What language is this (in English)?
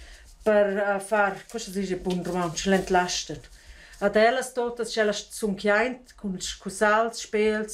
Romansh